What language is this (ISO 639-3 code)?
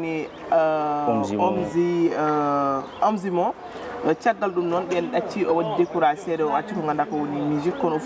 ful